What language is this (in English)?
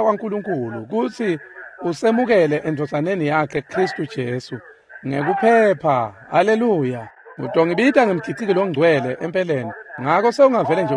Swati